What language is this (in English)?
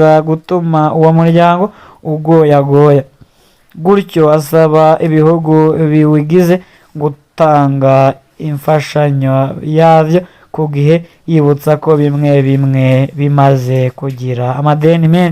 Rundi